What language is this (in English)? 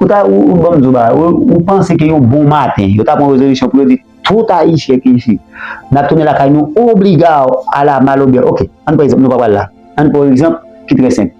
Haitian Creole